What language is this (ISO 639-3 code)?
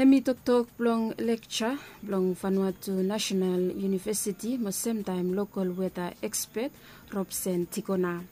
bis